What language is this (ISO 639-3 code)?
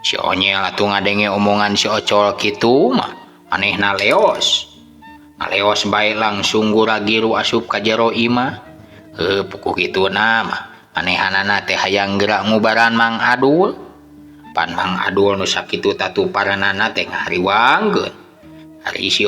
sun